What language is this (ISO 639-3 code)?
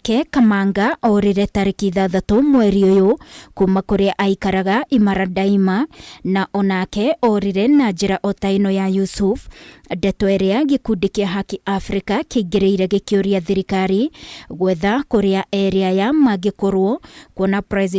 kik